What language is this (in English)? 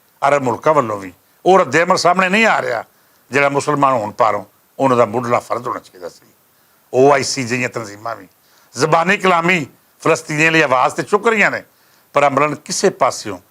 Western Panjabi